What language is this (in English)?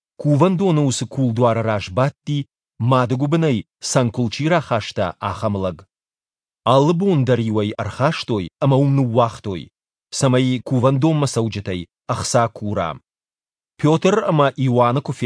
Ossetic